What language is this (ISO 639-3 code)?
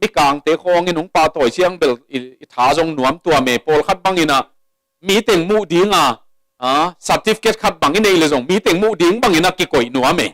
ctd